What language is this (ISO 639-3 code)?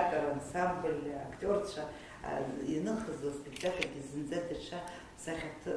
abk